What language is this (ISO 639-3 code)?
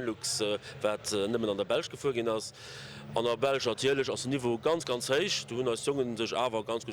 ltz